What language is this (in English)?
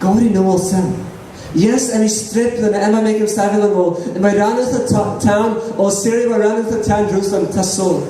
Tok Pisin